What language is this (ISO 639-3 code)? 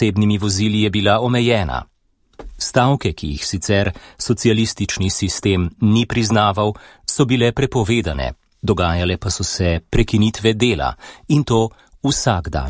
slv